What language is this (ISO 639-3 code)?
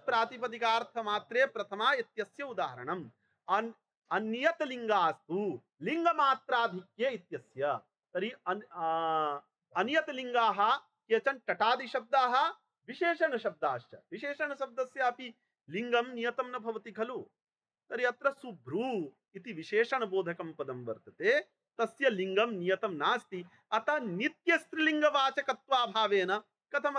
san